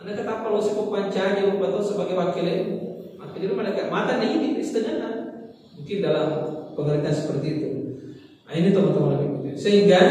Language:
Buginese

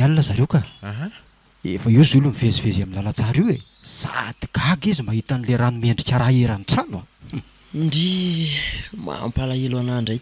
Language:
Malagasy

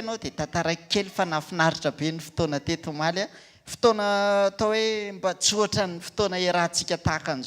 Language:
Malagasy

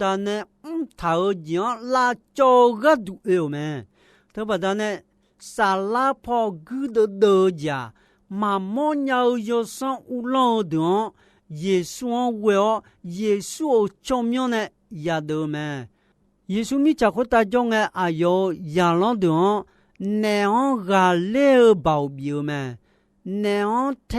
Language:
Akha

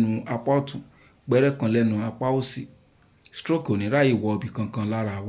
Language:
Yoruba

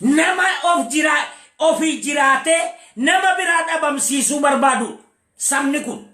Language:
Oromo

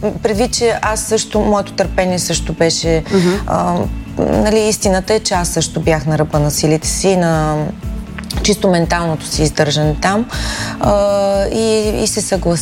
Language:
Bulgarian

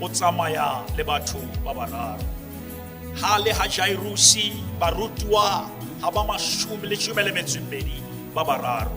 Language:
Southern Sotho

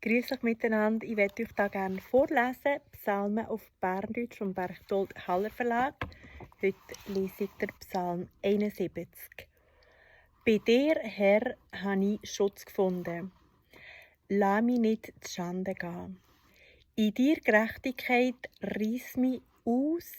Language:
Swiss German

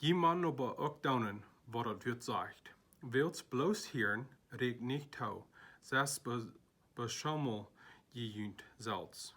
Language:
Plautdietsch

